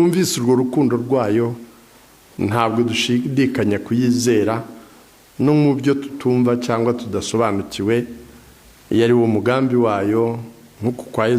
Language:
Kinyarwanda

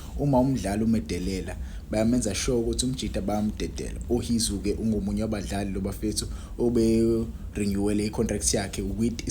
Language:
Zulu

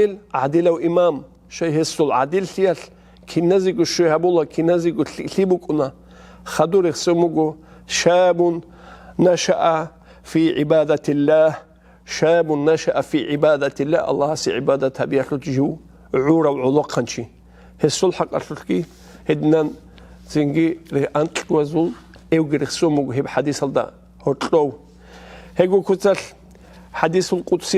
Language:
Avaric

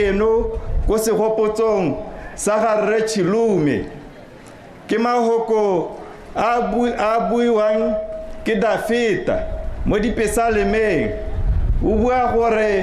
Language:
Tswana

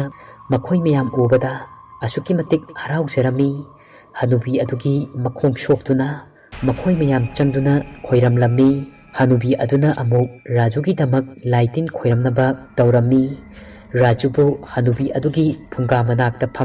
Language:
Manipuri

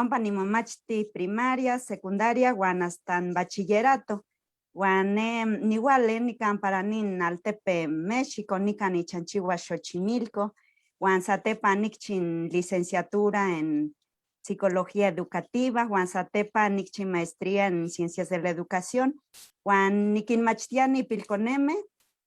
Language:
Eastern Huasteca Nahuatl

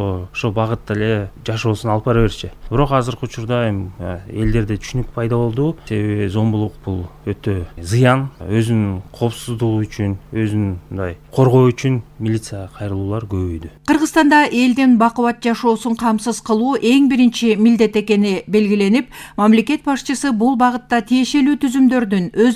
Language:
Kyrgyz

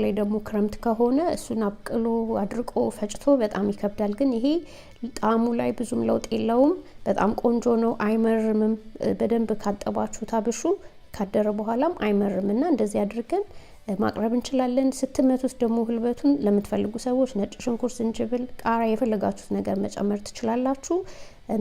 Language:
Amharic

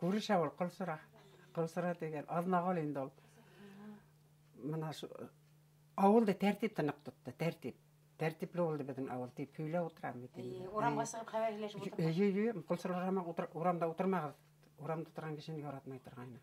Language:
Bashkir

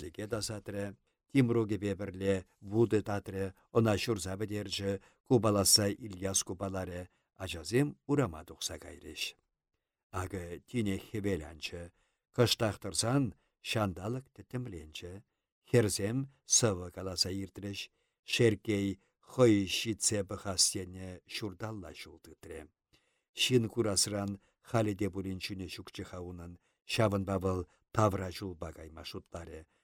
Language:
Chuvash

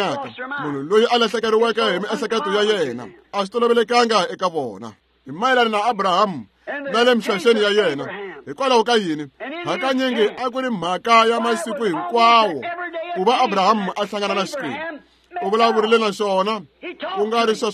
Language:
Tsonga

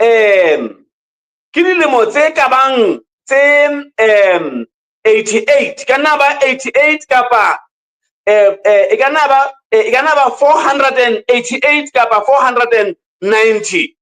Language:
Southern Sotho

